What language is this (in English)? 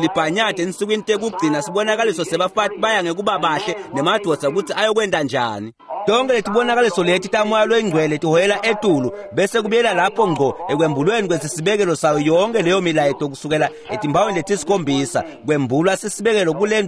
Swati